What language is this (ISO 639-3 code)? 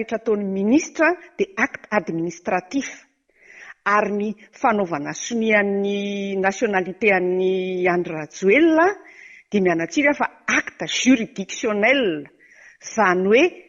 mlg